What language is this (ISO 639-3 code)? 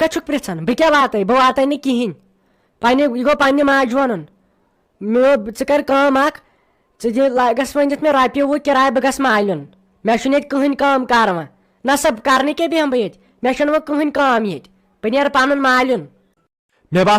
kas